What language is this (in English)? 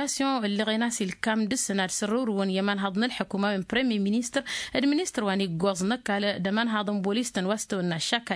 Tamasheq